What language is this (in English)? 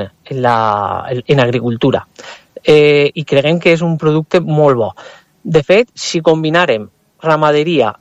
Catalan